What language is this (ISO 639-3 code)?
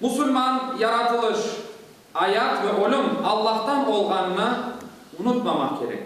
crh